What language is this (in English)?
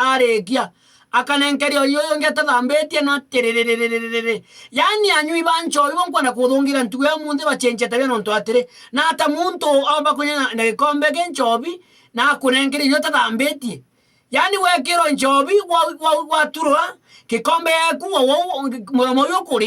Meru